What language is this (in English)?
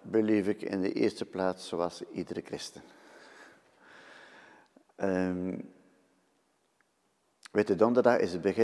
Dutch